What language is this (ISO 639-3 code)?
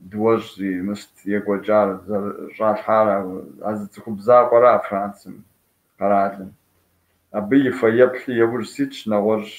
kbd